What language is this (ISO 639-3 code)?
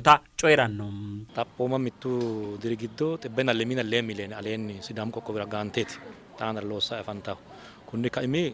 sid